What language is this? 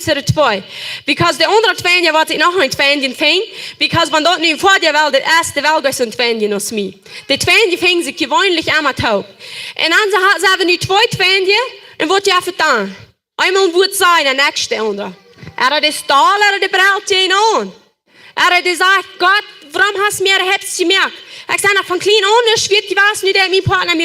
Plautdietsch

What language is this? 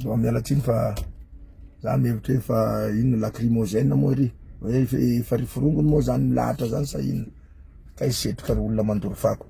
Malagasy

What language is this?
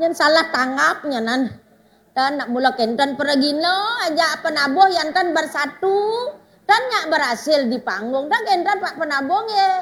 Balinese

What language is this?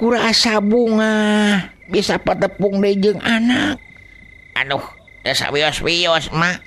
Sundanese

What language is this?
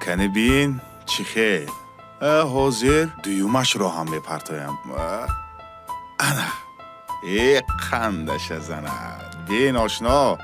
Tajik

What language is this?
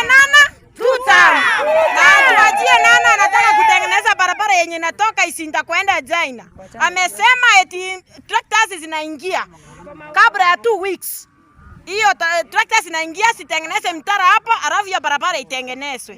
Gusii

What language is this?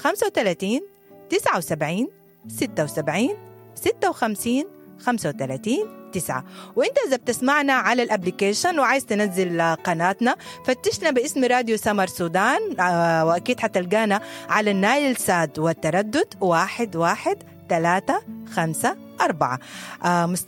Sudanese Arabic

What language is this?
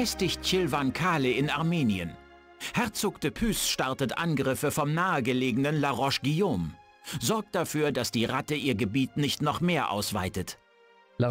German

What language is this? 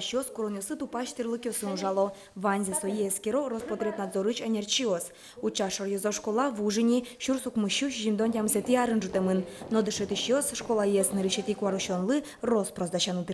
Udmurt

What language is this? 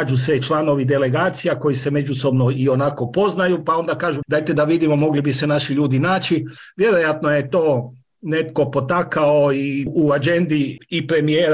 Croatian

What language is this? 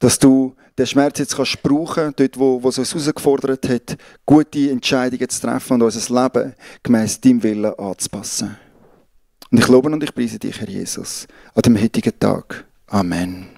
Swiss German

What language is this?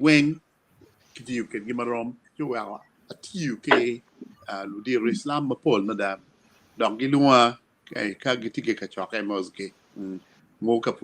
Acoli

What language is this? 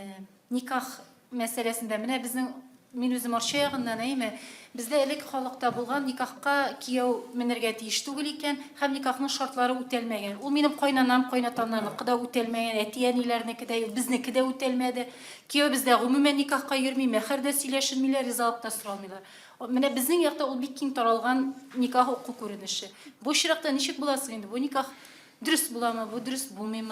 Tatar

